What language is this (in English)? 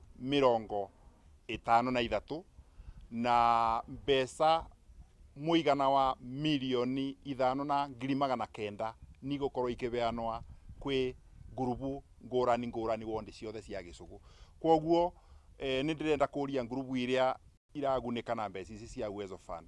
Kikuyu